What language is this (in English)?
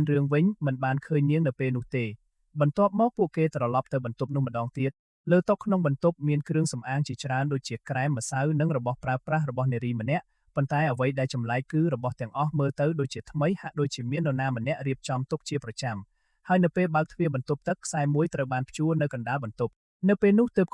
Khmer